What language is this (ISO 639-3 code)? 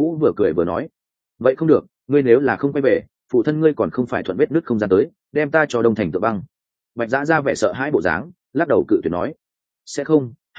vie